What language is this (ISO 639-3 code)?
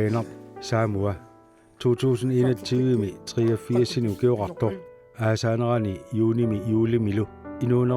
kal